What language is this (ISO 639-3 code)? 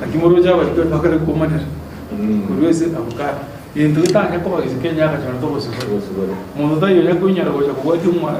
guz